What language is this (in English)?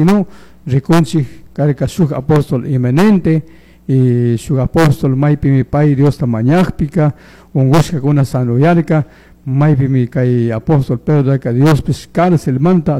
Chimborazo Highland Quichua